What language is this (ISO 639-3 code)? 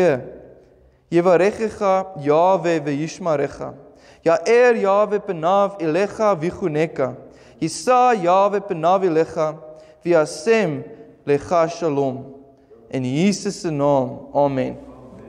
afr